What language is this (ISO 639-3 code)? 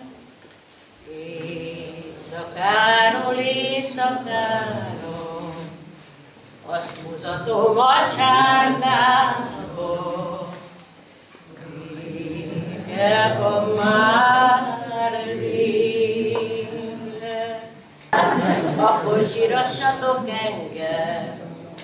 hun